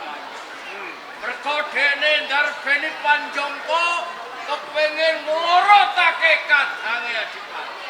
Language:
Javanese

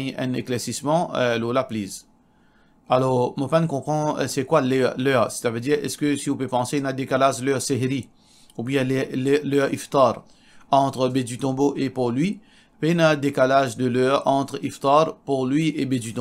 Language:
Morisyen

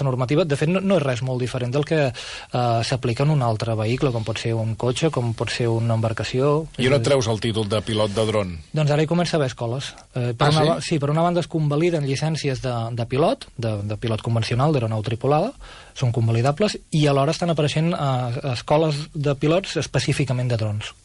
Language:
Catalan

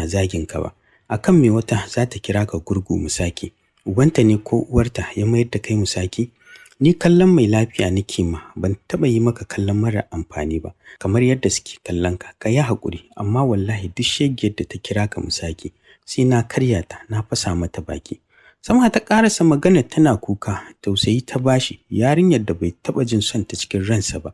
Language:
Hausa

